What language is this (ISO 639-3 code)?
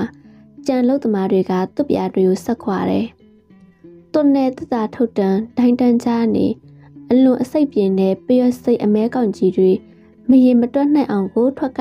mya